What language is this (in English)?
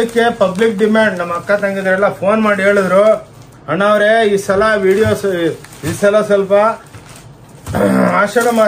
Kannada